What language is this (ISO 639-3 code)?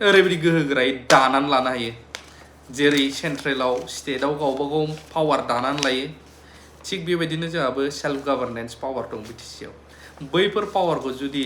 brx